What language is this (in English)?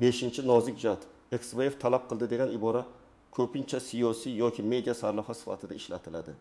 Uzbek